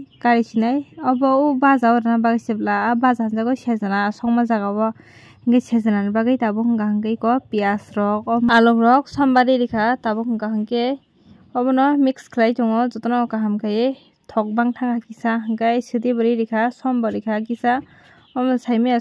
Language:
Kok Borok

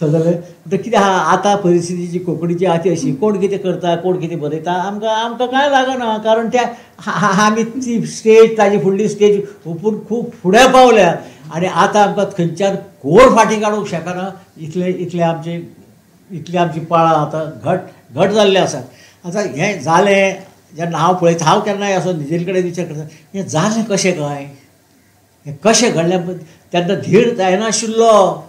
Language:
Konkani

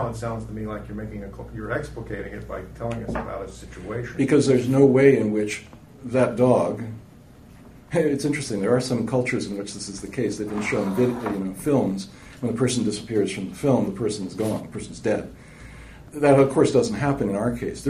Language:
English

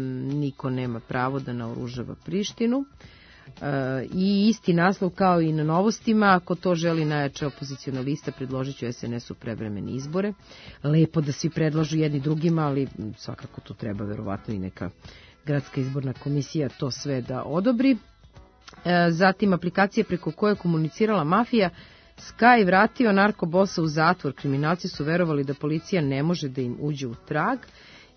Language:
Serbian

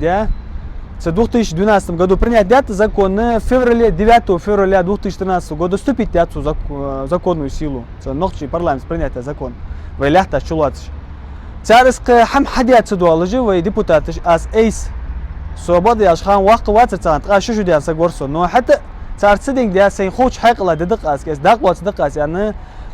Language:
Ingush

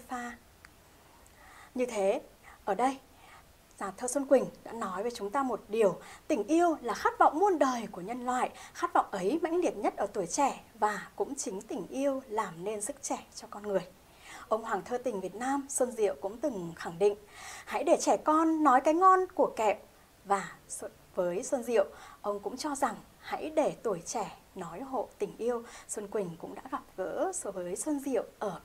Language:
Vietnamese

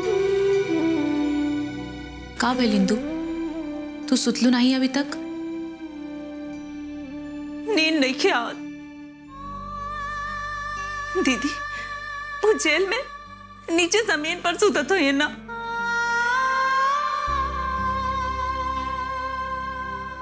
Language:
Bhojpuri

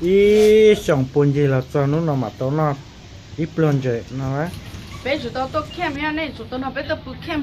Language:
Hmong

